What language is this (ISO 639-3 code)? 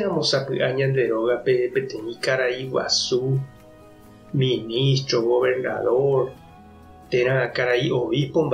grn